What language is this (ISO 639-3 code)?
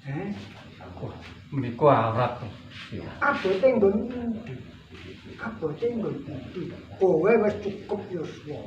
jav